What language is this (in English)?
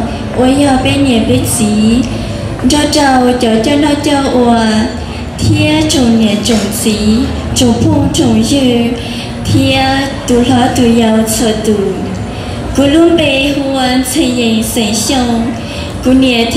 Hmong